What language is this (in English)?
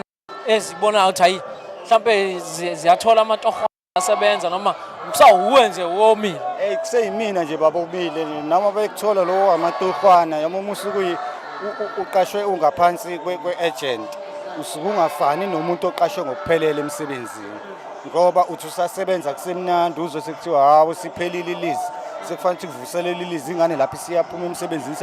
Zulu